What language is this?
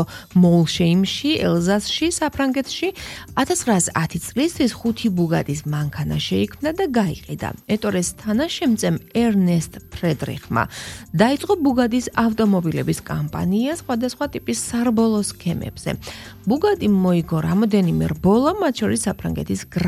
Georgian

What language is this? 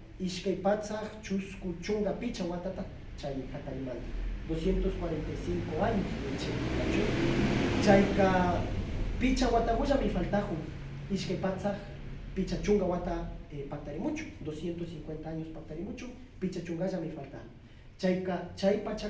Imbabura Highland Quichua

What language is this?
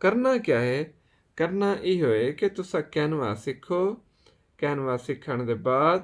Saraiki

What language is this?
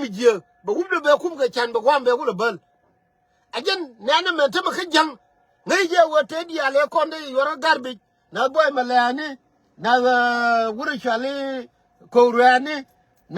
Nuer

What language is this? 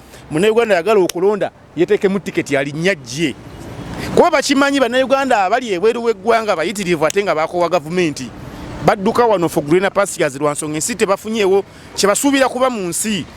Ganda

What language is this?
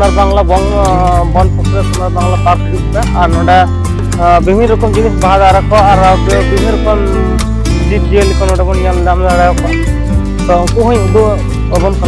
Santali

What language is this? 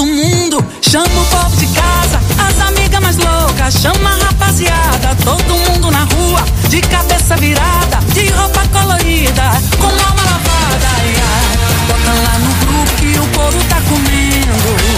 Portuguese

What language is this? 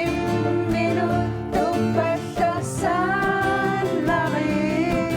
Kalaallisut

